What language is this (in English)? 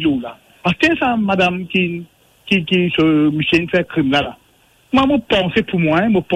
Morisyen